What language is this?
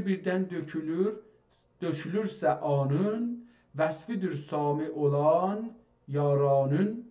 South Azerbaijani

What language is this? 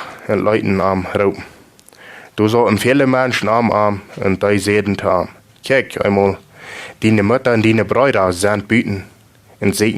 Plautdietsch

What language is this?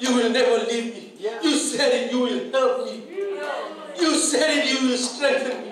Fijian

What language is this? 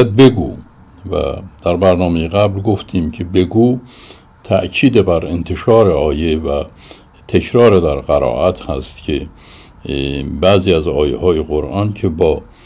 Persian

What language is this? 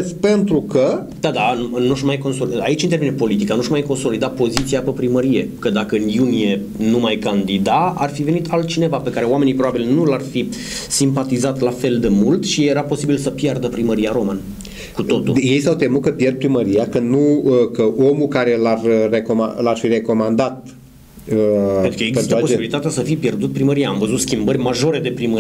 Romanian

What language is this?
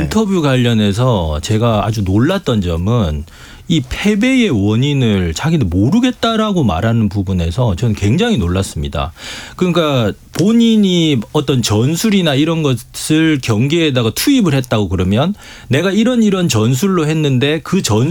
Korean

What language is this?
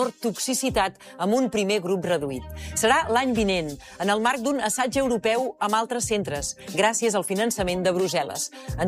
Catalan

